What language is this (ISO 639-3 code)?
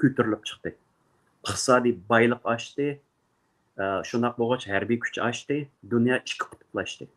uig